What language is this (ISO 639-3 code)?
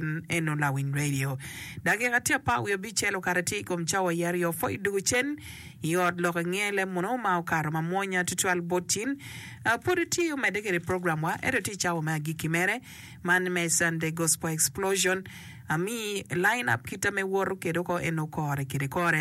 ach